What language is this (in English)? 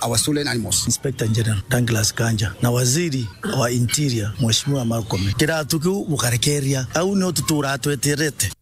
Meru